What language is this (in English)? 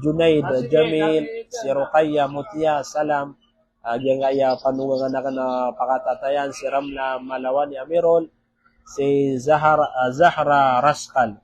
Maranao